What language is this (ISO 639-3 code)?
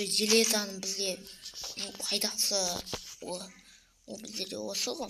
kaz